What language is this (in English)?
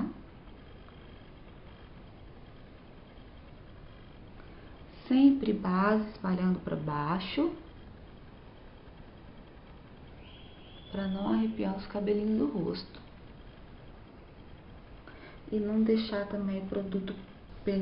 Portuguese